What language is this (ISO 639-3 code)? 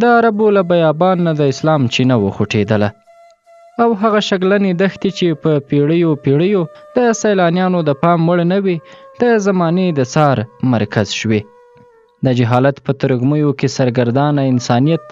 pus